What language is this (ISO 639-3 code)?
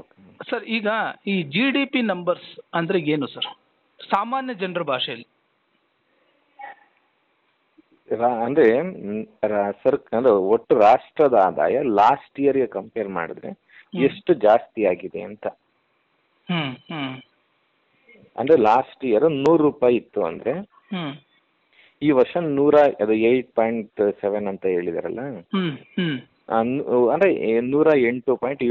kan